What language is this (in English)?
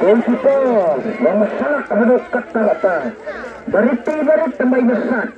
Khasi